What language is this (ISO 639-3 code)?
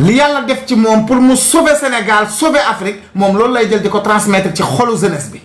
wol